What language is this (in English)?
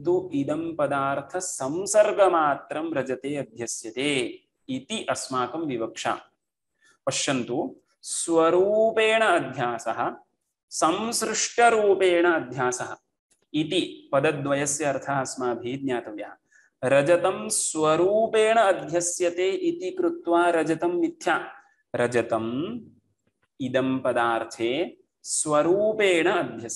Sanskrit